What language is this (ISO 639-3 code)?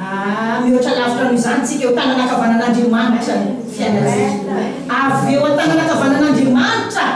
mlg